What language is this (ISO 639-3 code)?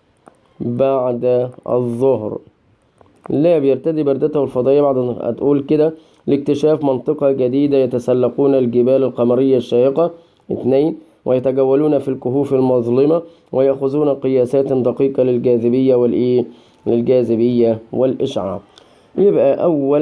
arz